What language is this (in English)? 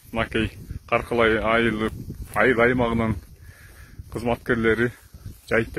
Kyrgyz